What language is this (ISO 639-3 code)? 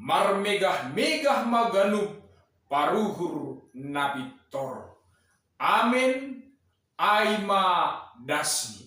bts